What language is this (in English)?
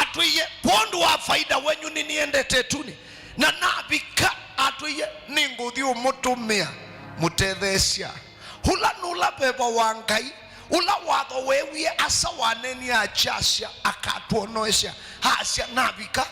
Kamba